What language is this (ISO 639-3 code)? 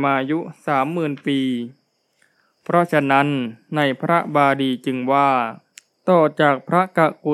tha